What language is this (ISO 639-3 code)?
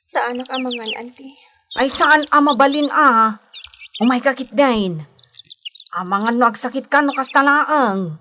ilo